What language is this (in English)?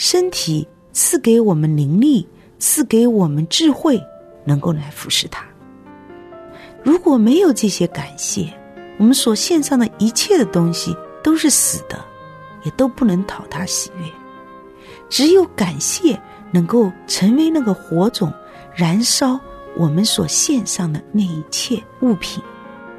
Chinese